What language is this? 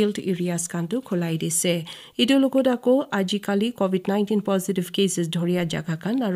Naga Pidgin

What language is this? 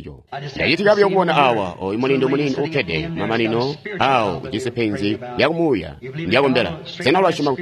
Tonga (Zambia)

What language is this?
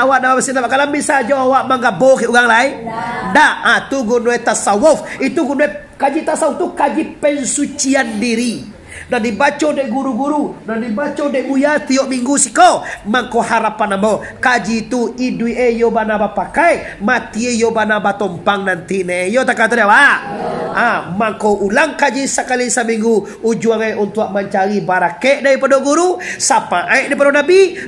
Minangkabau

